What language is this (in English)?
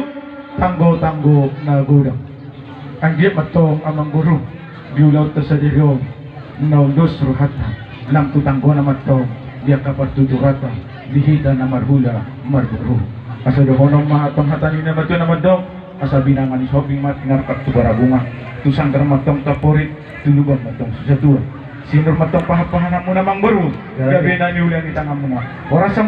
Batak Toba